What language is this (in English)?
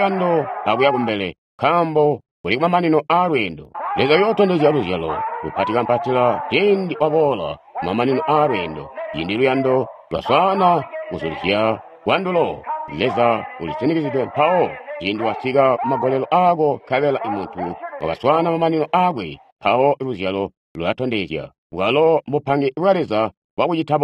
Tonga (Zambia)